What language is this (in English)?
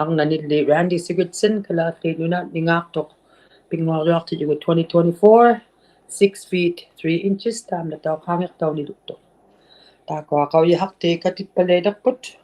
Inuktitut